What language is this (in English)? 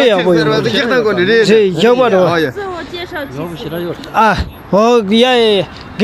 Tibetan